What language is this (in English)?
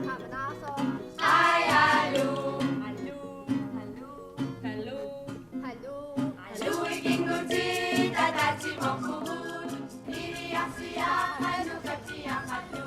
Kalaallisut